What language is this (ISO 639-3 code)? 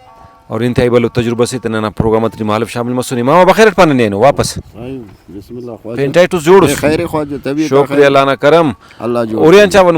brh